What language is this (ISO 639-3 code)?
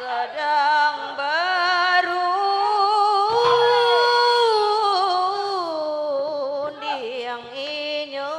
min